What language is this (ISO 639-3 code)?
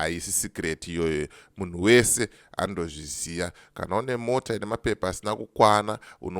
sna